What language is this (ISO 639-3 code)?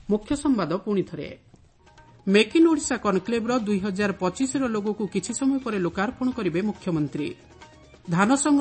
ori